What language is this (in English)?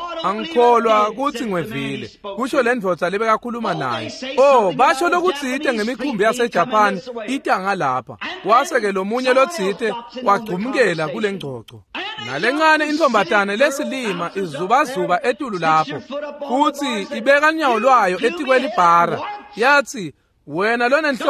Swati